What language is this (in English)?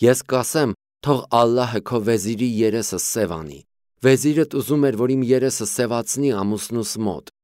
Armenian